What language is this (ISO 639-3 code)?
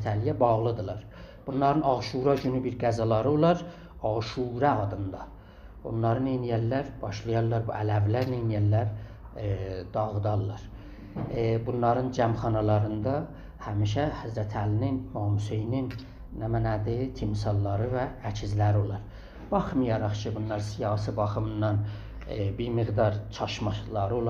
azb